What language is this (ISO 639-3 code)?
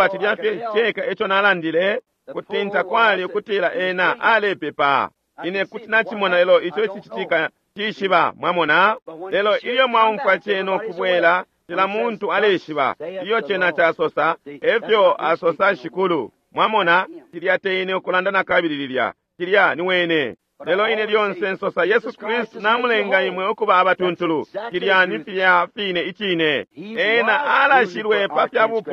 bem